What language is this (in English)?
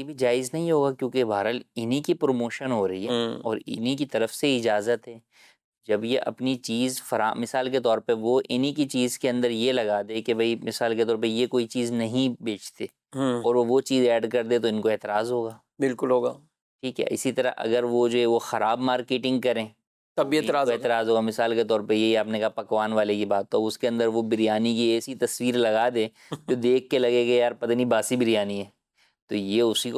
Urdu